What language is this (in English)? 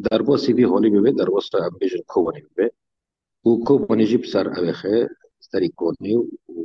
Kurdish